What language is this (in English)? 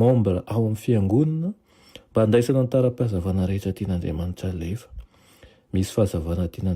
Malagasy